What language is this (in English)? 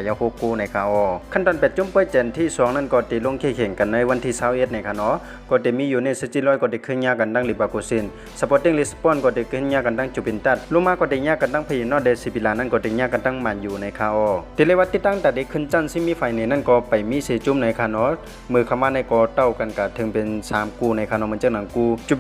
Shan